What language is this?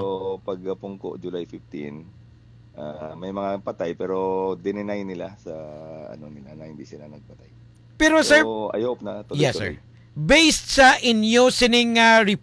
Hiligaynon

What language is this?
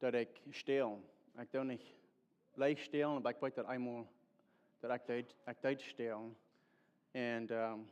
Plautdietsch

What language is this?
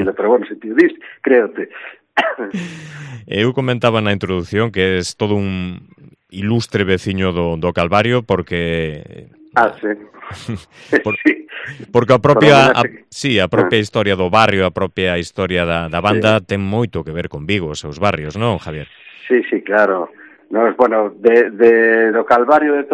Galician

